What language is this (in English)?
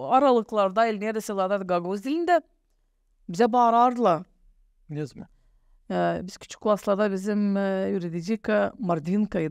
Gagauz